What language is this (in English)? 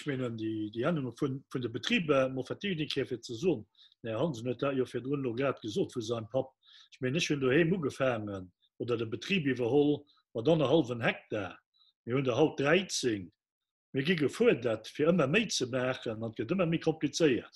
Luxembourgish